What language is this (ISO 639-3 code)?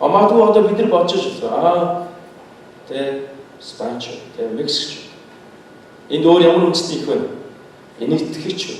mon